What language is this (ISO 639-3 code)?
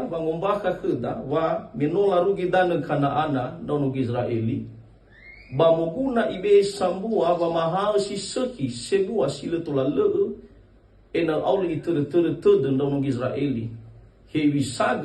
nia